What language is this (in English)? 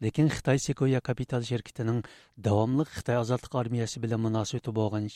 Uyghur